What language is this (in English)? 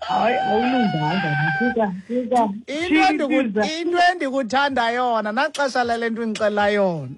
Xhosa